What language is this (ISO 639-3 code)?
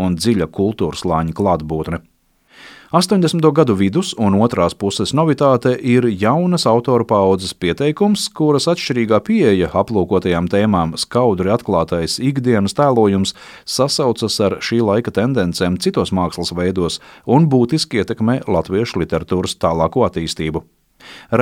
lav